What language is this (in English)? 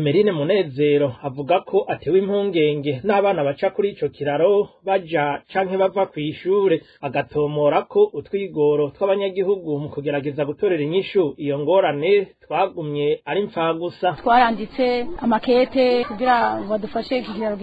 Rundi